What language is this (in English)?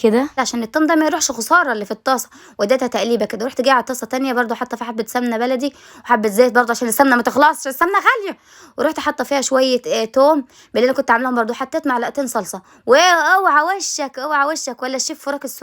Egyptian Arabic